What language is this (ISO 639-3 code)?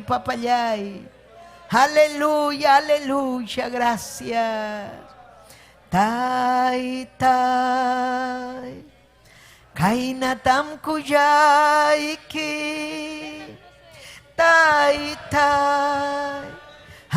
quy